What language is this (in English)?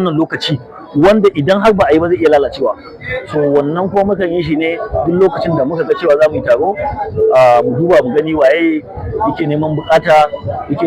Hausa